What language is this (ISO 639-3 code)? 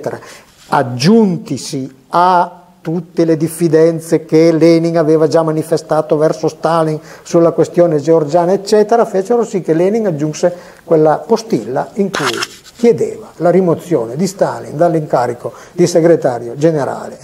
ita